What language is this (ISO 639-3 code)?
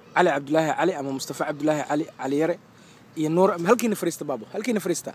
som